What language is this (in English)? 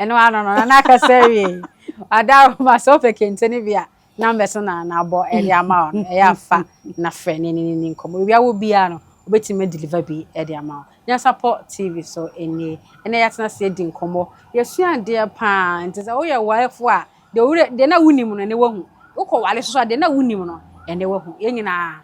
Akan